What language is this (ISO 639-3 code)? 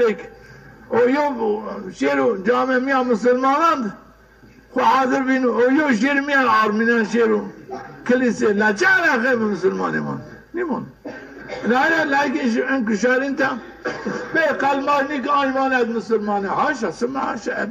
zza